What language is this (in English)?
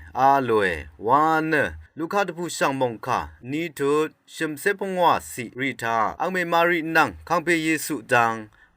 Rawang